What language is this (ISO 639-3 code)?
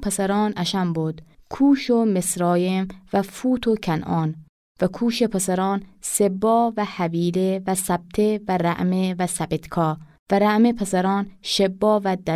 glk